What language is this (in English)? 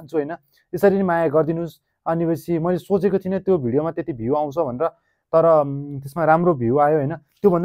Nepali